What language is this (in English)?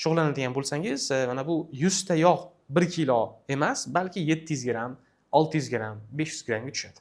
Uzbek